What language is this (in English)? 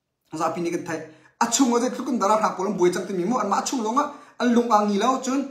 Hakha Chin